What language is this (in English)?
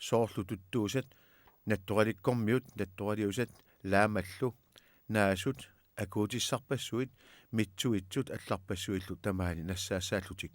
Kalaallisut